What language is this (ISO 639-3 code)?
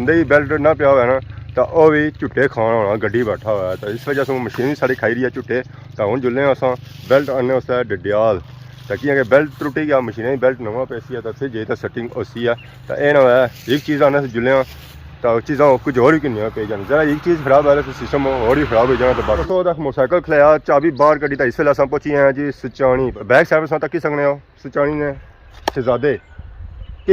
phr